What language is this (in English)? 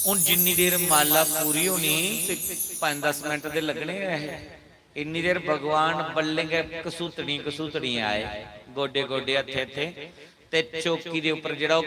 Dogri